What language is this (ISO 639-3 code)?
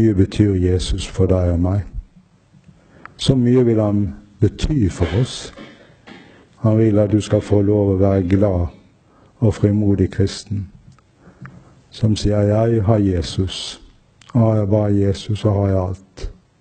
nor